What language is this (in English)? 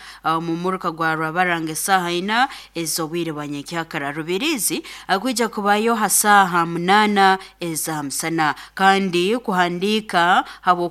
Nyoro